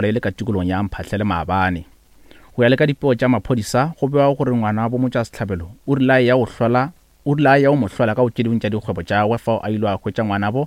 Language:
Northern Sotho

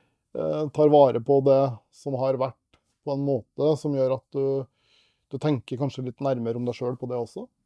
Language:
Norwegian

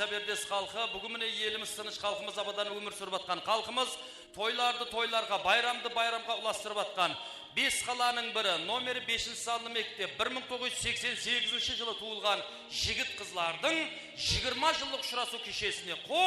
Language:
Kara-Kalpak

